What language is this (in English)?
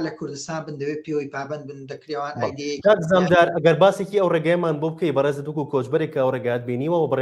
Central Kurdish